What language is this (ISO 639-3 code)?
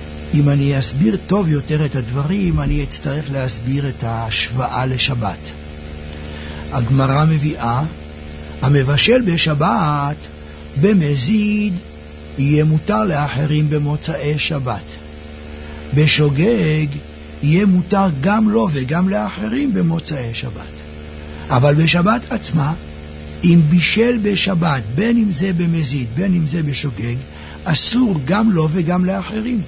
heb